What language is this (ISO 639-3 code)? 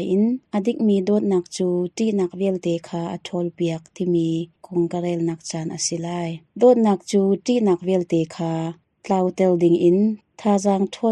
cnh